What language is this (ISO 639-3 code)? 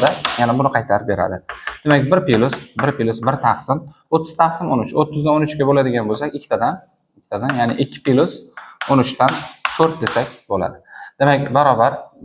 uzb